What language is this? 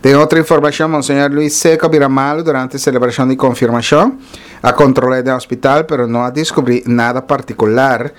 Papiamento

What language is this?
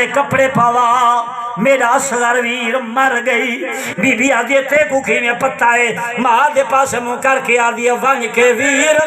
Saraiki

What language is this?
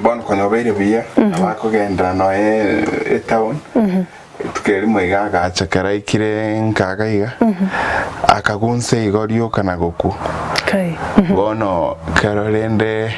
Gusii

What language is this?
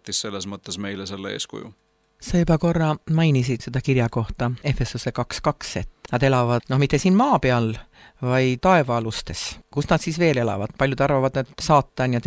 Estonian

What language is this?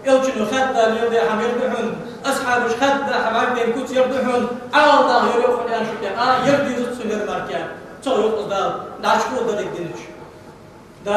Ingush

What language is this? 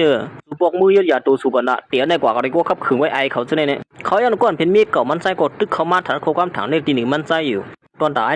Shan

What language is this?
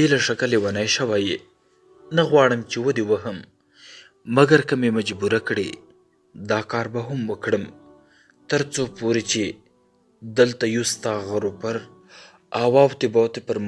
Pashto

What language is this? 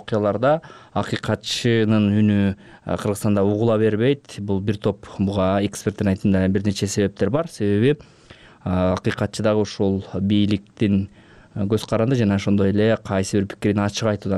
Kyrgyz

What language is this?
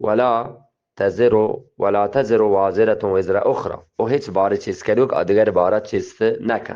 Eastern Balochi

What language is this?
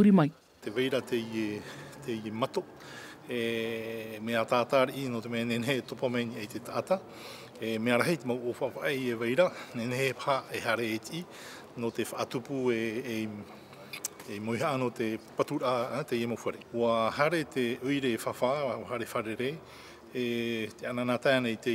Tahitian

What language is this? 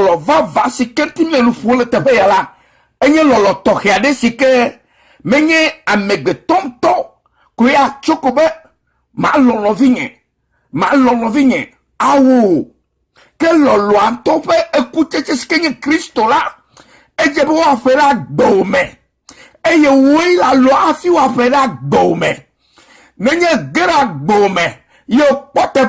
Ewe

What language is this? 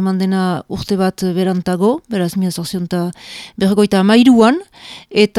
Basque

